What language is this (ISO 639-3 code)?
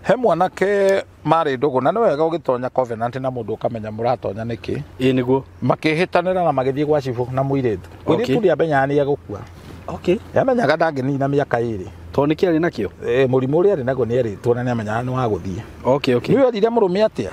kik